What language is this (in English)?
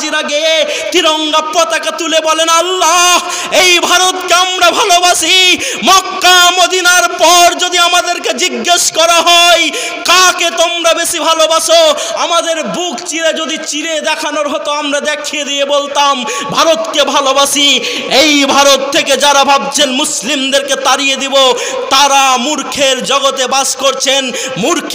Bangla